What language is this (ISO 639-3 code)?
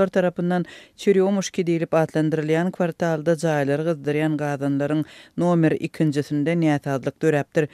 tuk